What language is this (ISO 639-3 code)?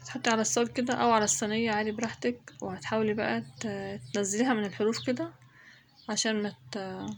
arz